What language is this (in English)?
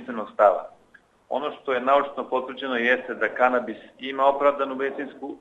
Serbian